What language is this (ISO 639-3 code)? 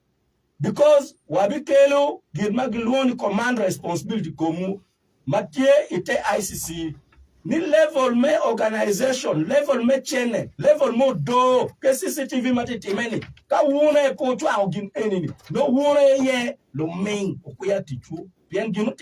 ach